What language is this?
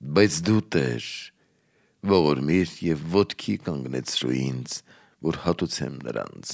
Armenian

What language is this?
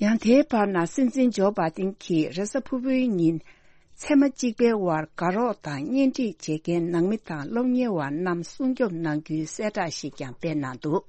Tibetan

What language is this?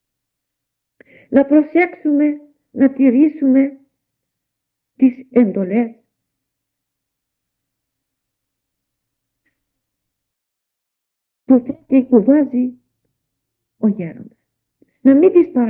Greek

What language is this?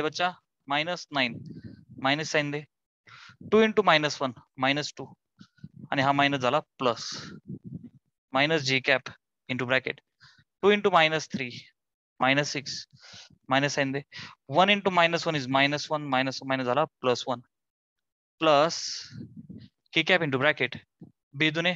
Marathi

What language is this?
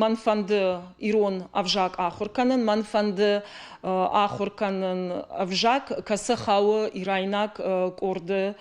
Ossetic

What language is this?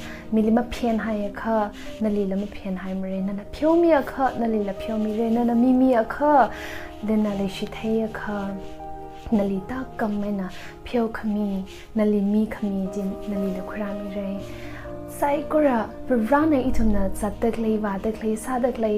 Tangkhul Naga (India)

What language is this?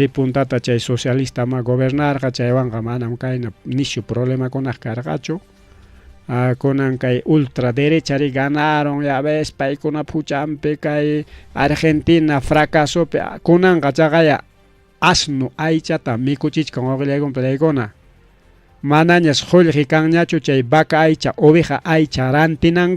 Ayacucho Quechua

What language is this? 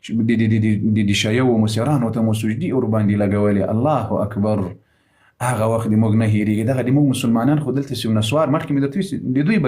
Pashto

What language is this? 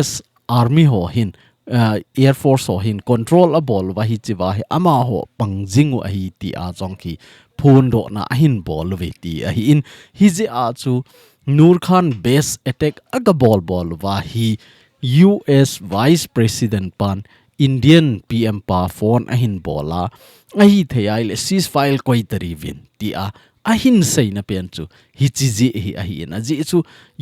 Thado Chin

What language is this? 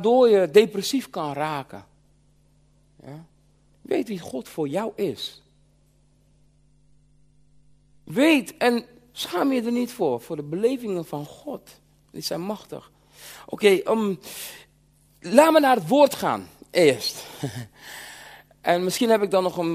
Dutch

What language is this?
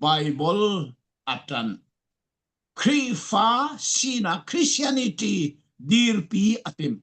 Falam Chin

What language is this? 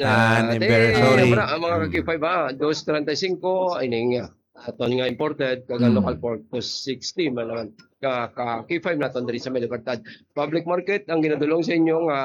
Hiligaynon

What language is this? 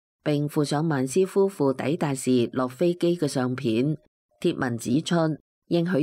Cantonese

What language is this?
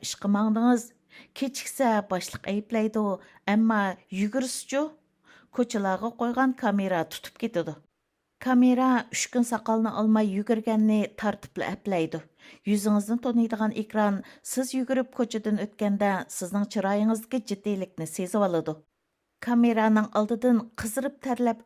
Uyghur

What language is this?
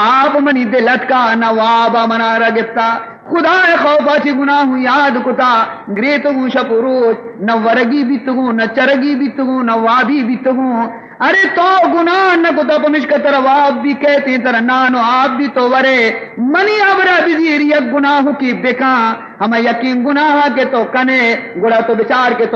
Baluchi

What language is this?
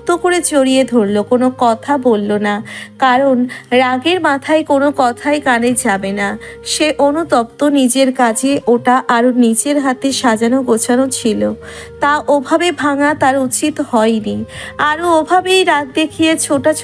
Bangla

